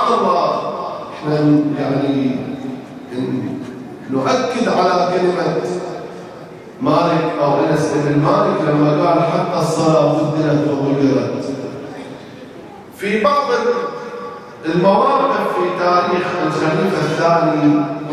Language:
Arabic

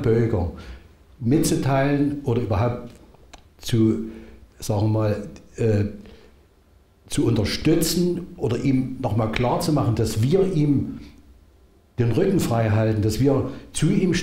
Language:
German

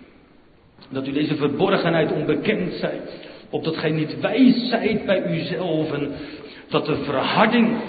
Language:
Dutch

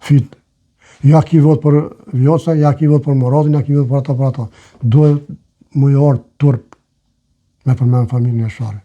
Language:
Albanian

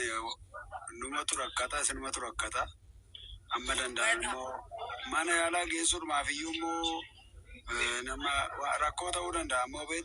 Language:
Oromo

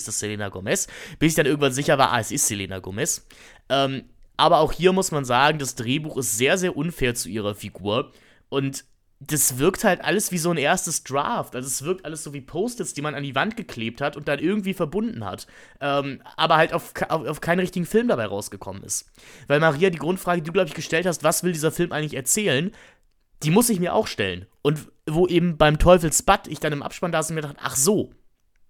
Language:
German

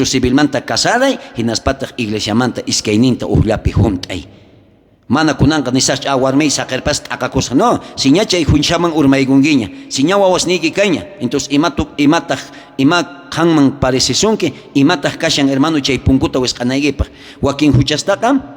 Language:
South Bolivian Quechua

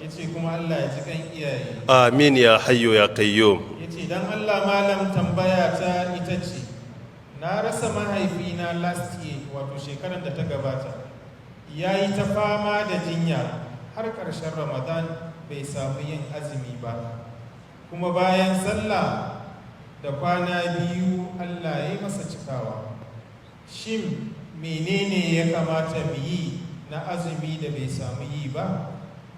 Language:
Hausa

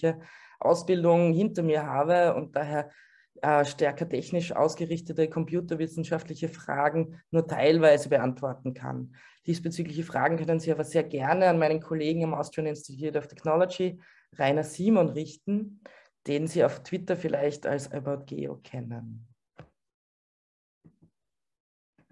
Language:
German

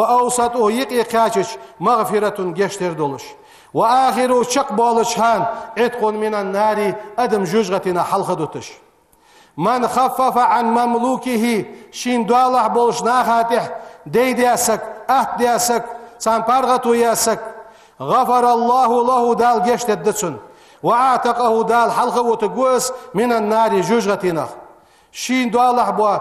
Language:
Ingush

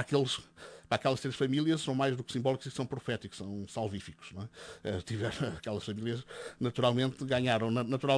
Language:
Portuguese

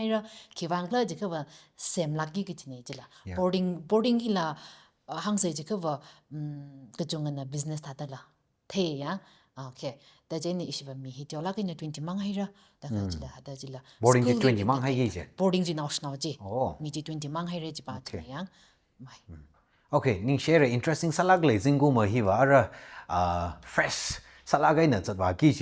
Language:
Tangkhul Naga (India)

